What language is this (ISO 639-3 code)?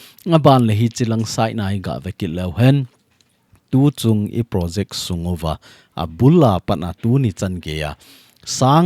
tcz